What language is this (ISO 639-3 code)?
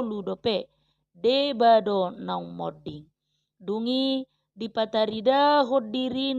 bbc